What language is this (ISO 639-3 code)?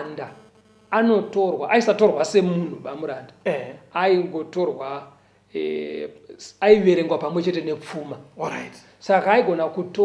sna